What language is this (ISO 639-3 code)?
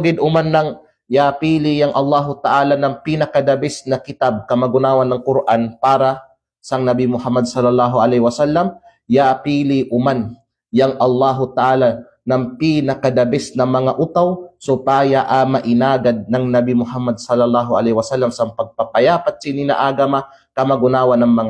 kqe